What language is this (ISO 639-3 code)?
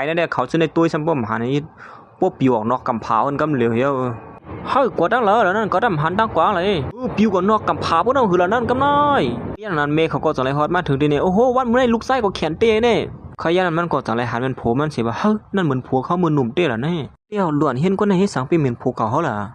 shn